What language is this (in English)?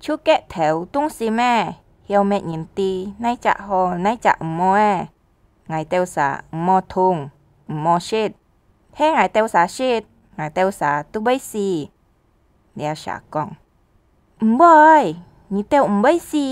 Hakka Chinese